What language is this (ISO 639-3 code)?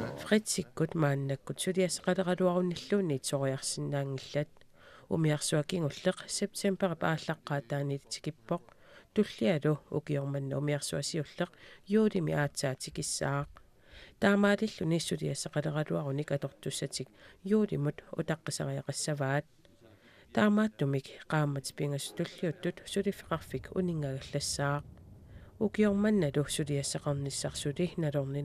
kal